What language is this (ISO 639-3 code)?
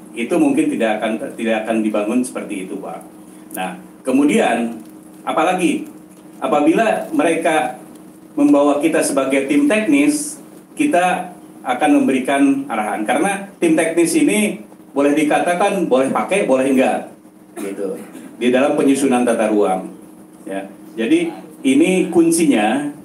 ind